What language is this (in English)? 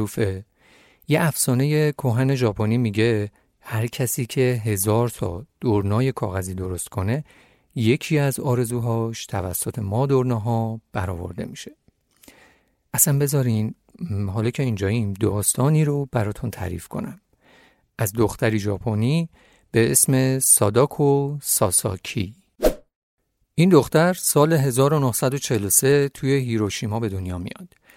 Persian